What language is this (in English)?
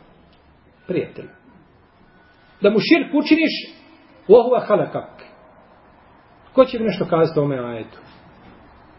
Bosnian